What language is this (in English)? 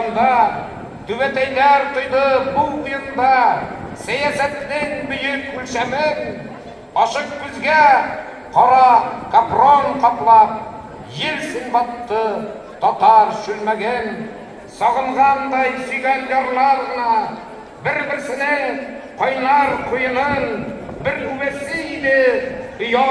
Tatar